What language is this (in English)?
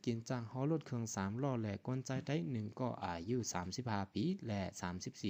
Shan